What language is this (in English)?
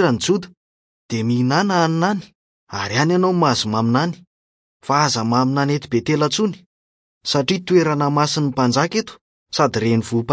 Malagasy